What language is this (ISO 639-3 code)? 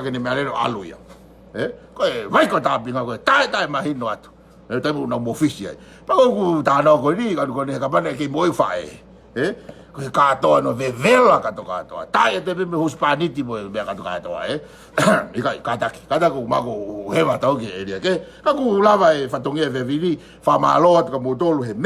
ton